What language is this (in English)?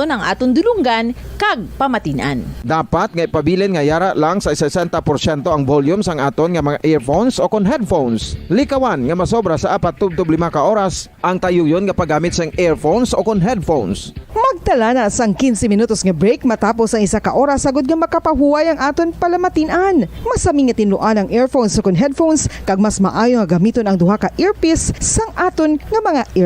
Hiligaynon